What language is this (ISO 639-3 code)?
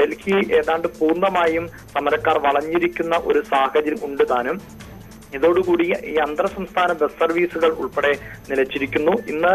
mal